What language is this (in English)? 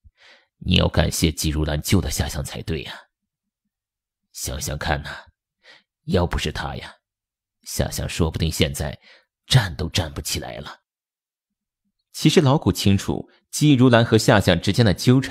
Chinese